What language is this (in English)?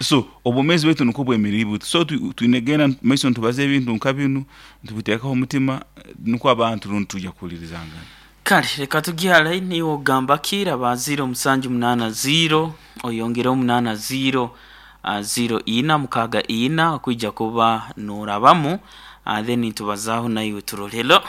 Nyoro